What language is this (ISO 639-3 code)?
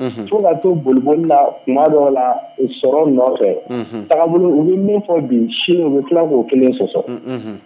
bam